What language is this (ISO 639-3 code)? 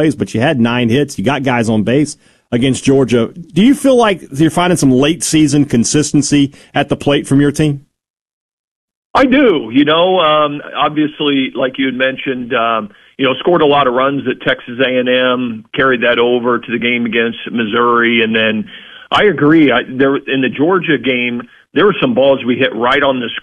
eng